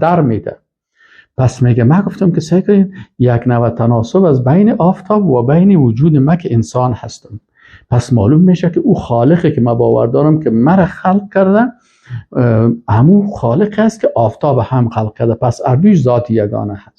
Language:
Persian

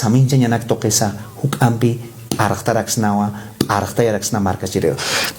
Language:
Aymara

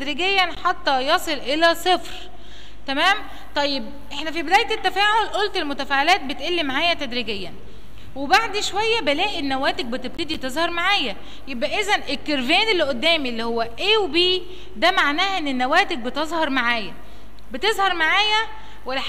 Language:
Egyptian Arabic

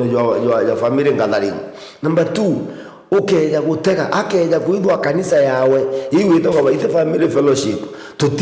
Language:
Meru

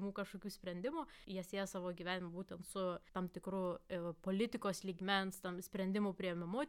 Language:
Lithuanian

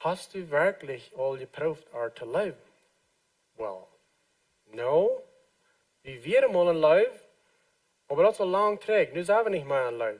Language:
Plautdietsch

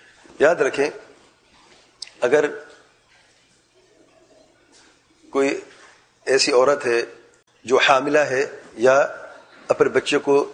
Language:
Urdu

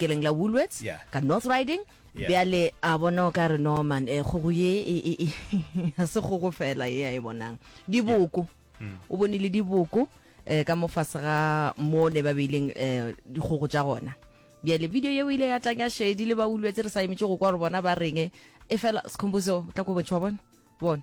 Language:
Northern Sotho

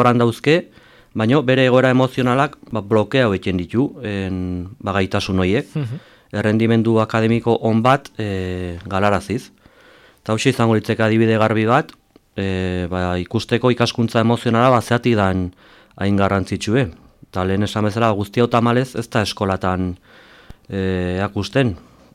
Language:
Basque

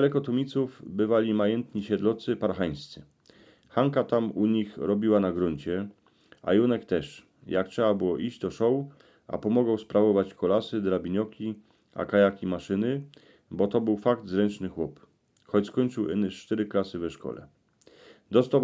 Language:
Silesian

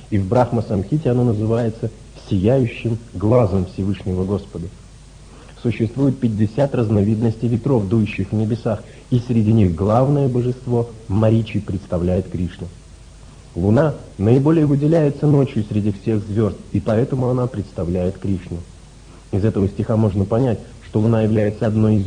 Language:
Russian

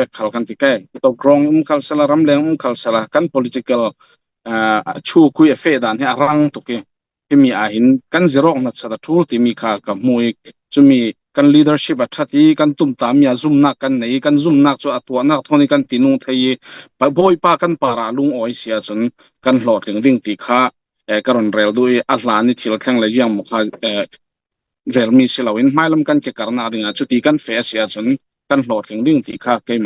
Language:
Falam Chin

